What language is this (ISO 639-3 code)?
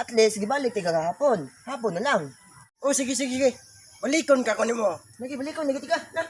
ceb